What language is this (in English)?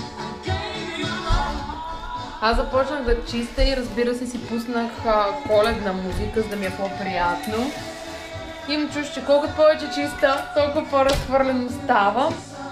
Bulgarian